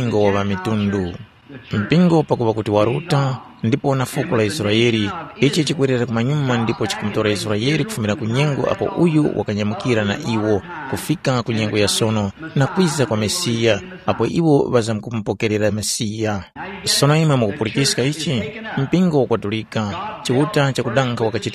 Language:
Tumbuka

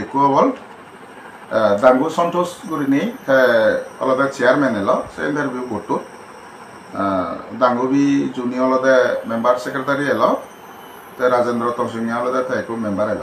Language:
Chakma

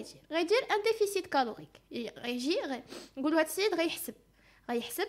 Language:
Moroccan Arabic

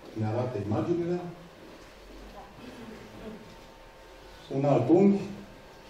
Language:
Romanian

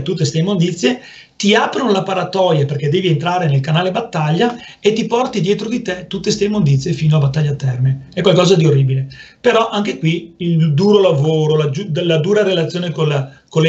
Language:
Italian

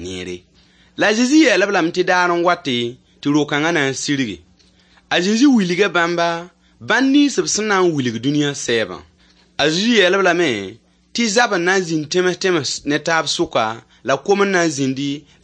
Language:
Mossi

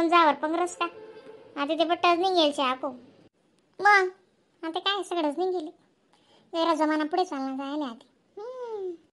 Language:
Khandesi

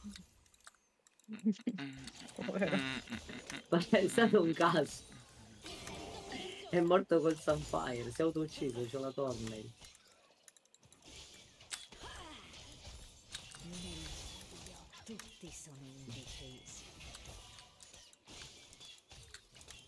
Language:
Italian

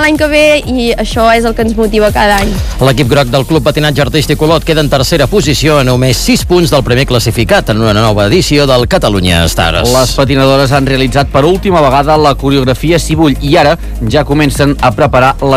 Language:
Catalan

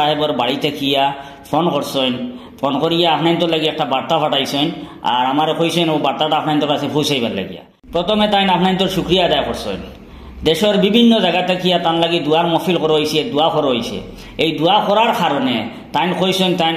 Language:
Sylheti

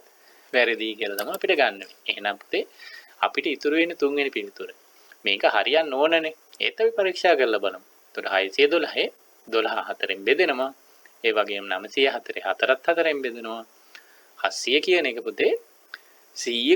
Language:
Sinhala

